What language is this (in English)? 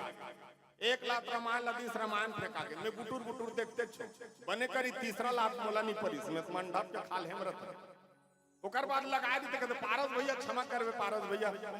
Chhattisgarhi